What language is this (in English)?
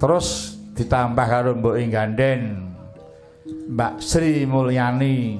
Javanese